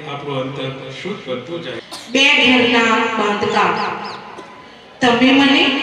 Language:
Gujarati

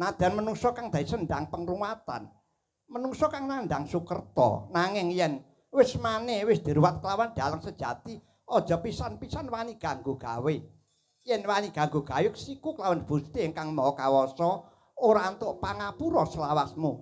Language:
Javanese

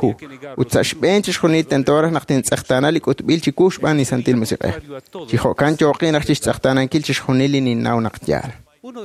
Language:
Kekchí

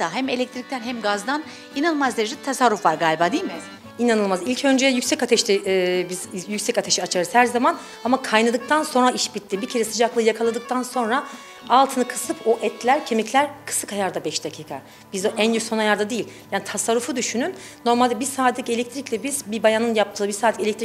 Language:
Turkish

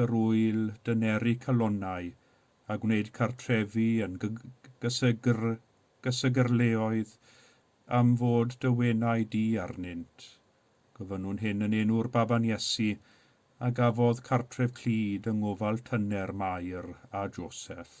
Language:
Welsh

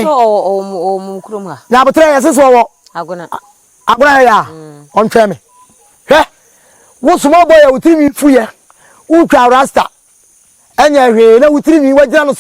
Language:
Akan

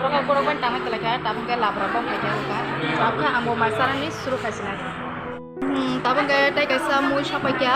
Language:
Kok Borok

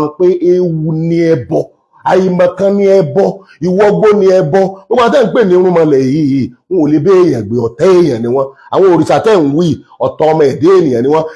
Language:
Yoruba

